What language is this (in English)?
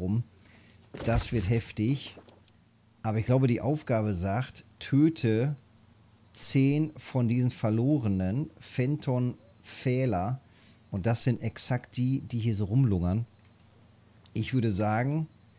German